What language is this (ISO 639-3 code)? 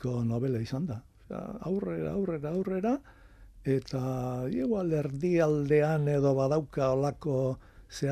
eus